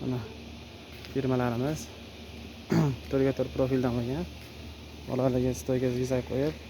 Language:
Uzbek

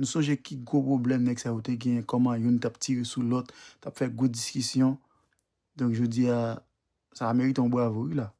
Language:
Haitian Creole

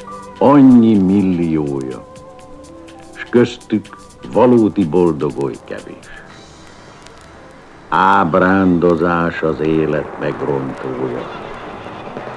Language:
Hungarian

